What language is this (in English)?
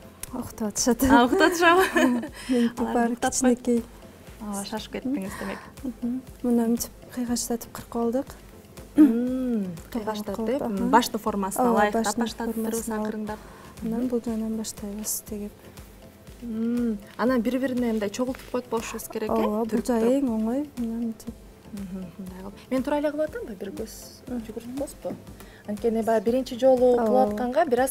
Kyrgyz